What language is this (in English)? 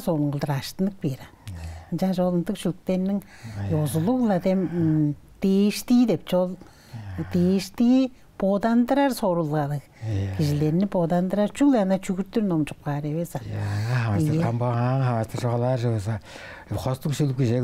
Tuvinian